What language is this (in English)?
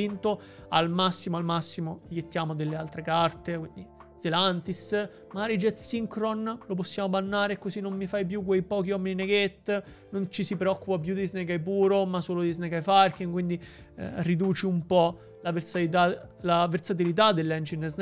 Italian